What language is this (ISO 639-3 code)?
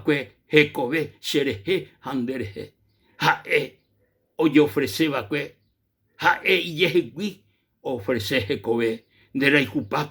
grn